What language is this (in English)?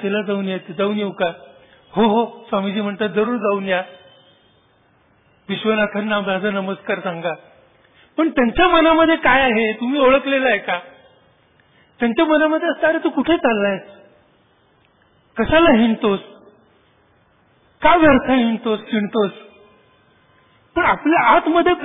Marathi